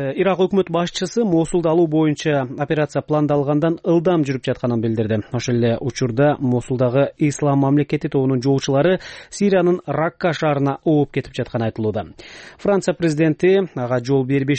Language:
Kyrgyz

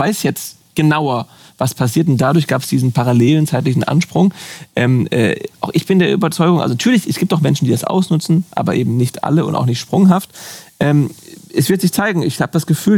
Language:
German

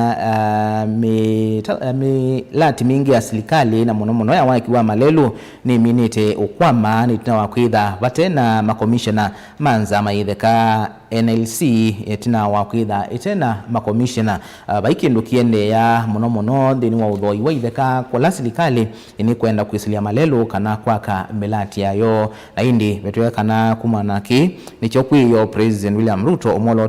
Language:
Kamba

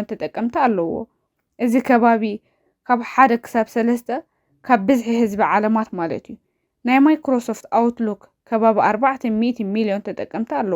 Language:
Tigrinya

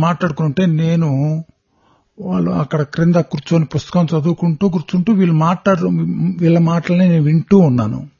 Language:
Telugu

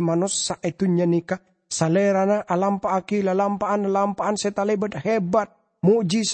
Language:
Madurese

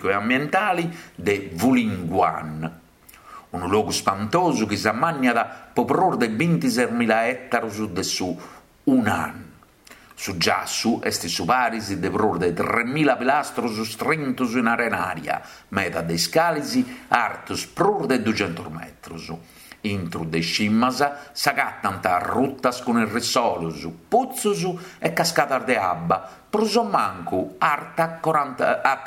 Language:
Sardinian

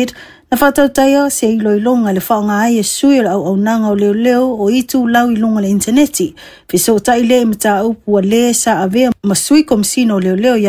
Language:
Samoan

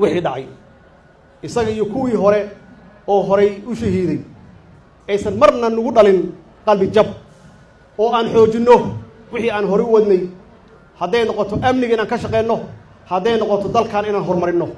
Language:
Somali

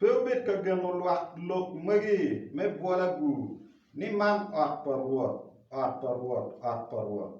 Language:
Acoli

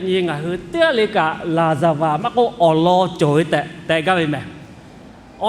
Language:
Lahu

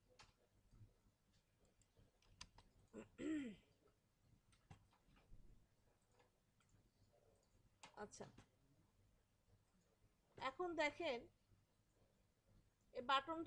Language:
Bangla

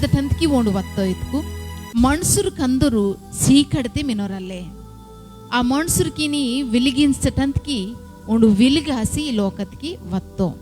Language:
Koya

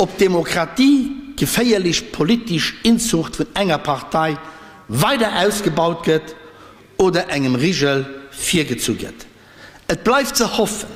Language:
Luxembourgish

